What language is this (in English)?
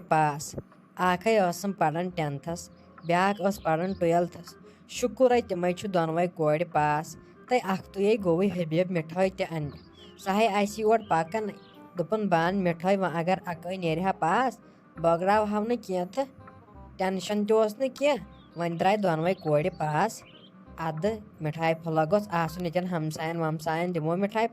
Kashmiri